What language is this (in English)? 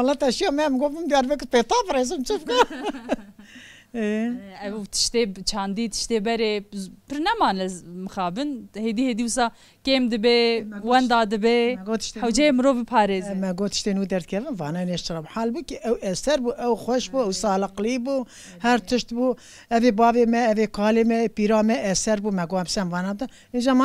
Kurdish